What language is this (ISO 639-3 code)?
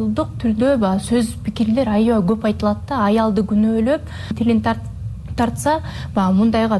kir